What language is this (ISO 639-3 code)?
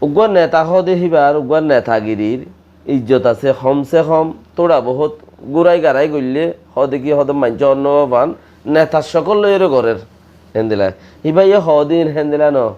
rhg